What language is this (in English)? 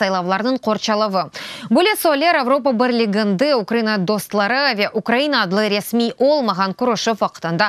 Crimean Tatar